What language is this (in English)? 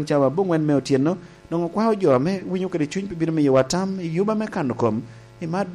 Lango (Uganda)